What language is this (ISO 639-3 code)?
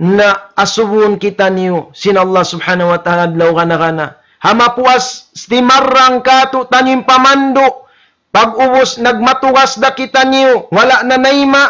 tsg